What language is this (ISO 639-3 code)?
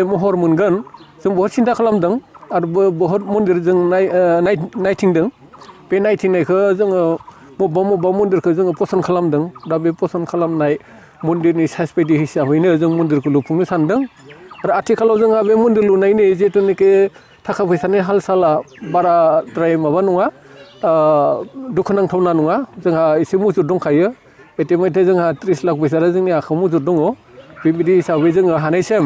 brx